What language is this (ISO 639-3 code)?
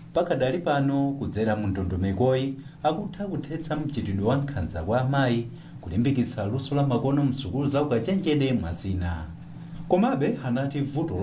nya